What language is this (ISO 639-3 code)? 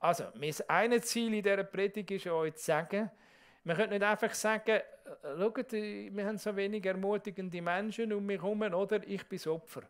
gsw